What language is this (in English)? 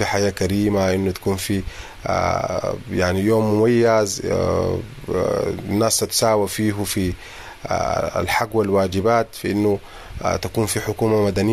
Sudanese Arabic